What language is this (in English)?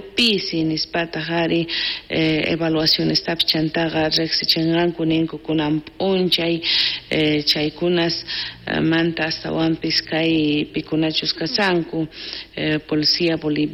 South Bolivian Quechua